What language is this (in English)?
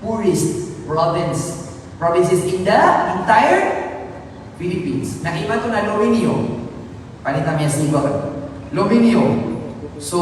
Maranao